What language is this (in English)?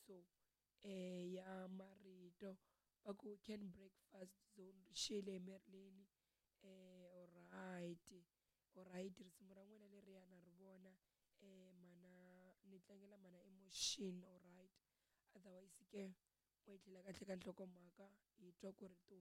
Tsonga